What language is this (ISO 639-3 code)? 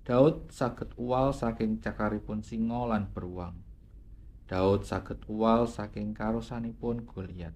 jav